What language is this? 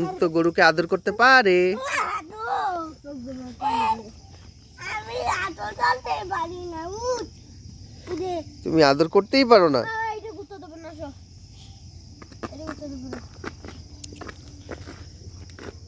Bangla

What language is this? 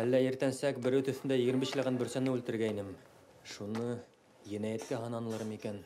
Bashkir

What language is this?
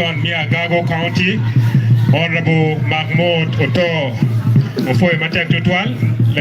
Acoli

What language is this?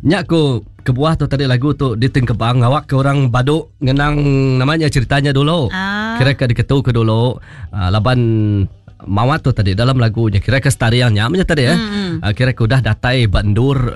Iban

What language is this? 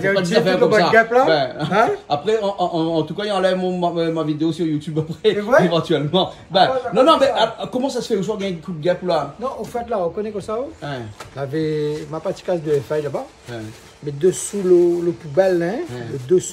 Réunion Creole French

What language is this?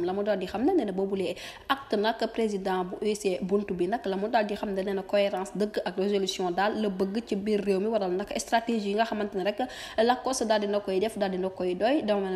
Wolof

